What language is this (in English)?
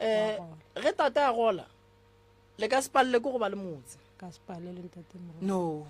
Northern Sotho